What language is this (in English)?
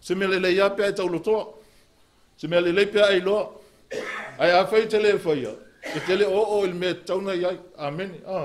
Samoan